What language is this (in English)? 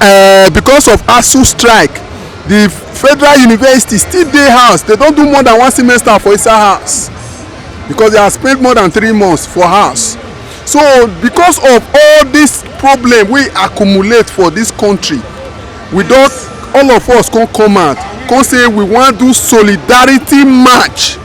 Nigerian Pidgin